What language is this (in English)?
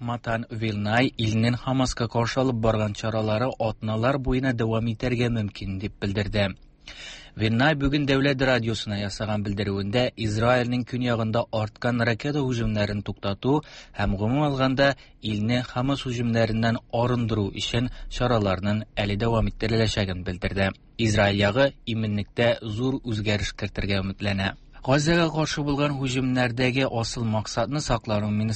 Tatar